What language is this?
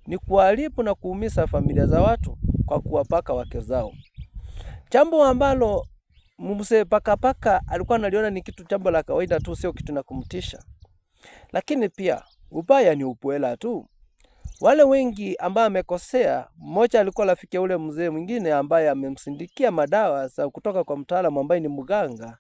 Swahili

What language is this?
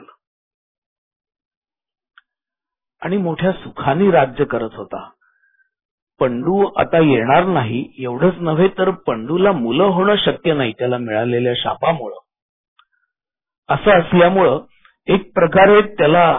Marathi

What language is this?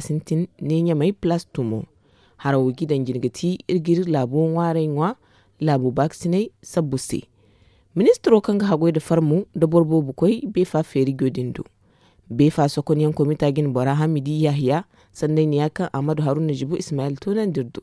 Zarma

